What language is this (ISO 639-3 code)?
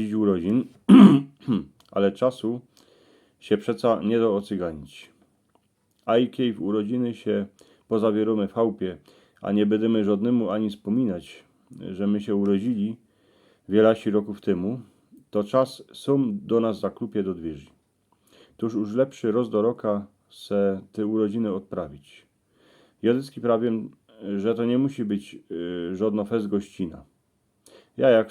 szl